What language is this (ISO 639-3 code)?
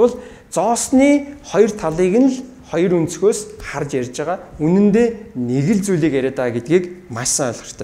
mon